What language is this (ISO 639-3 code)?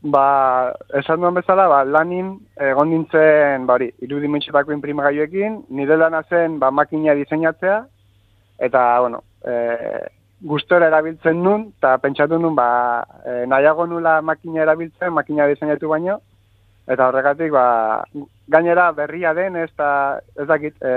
eus